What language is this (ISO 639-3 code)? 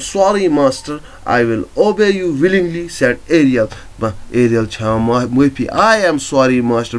kas